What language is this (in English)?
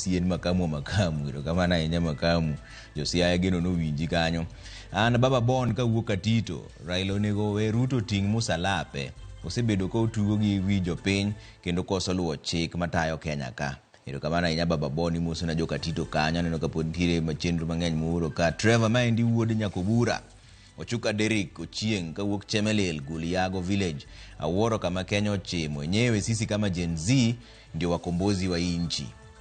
Luo (Kenya and Tanzania)